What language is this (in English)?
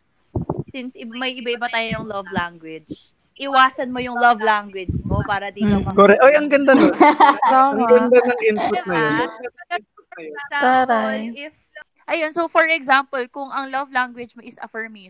Filipino